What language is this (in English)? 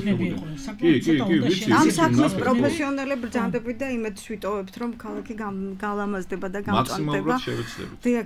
Georgian